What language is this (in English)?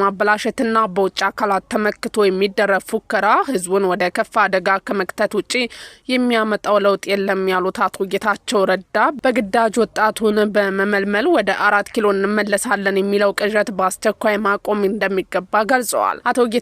Amharic